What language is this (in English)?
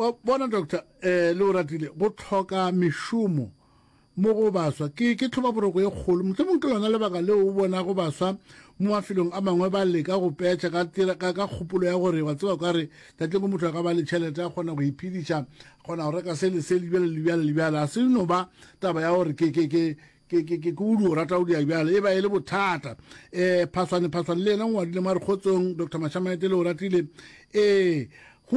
Northern Sotho